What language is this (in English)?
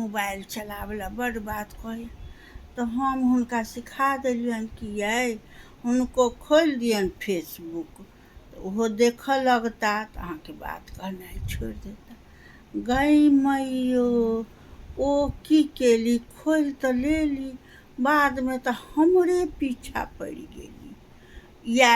Maithili